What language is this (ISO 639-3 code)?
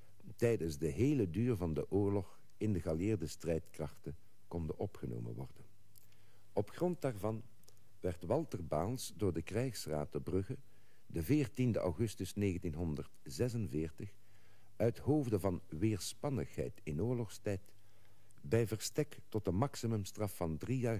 nld